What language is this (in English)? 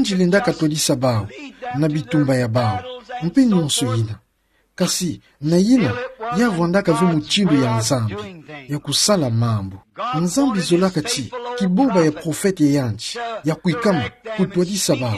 Kituba (Democratic Republic of Congo)